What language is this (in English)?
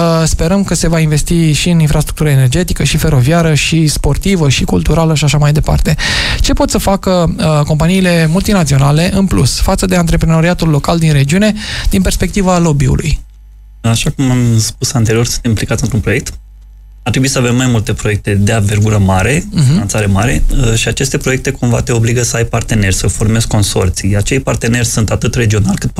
Romanian